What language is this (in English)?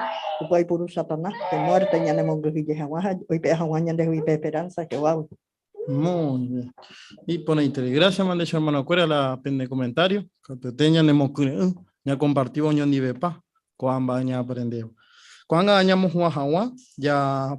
Guarani